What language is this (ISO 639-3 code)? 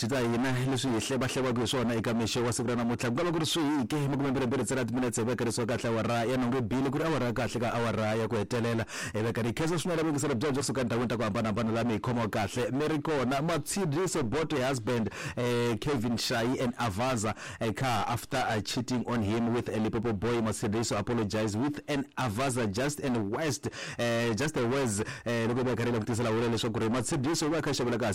tso